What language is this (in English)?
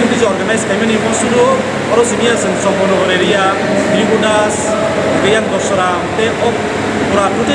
Kok Borok